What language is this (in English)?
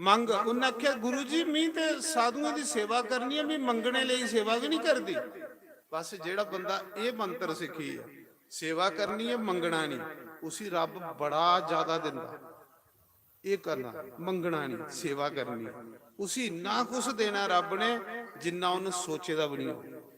Dogri